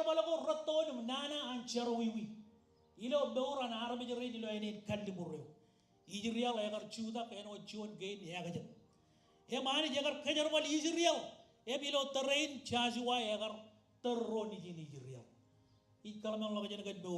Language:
Marshallese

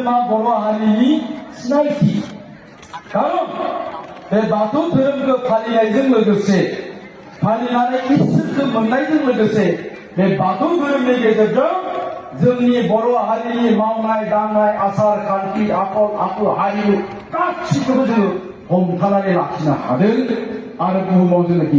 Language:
Bodo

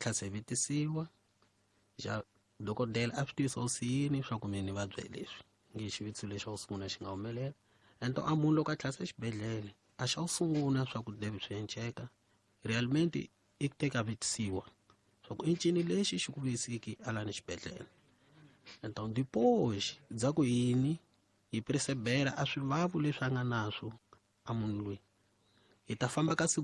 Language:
Tsonga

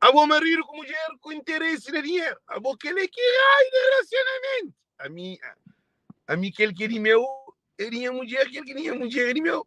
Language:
Kabuverdianu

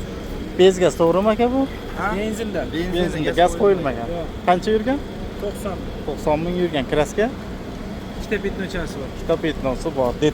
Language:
Uzbek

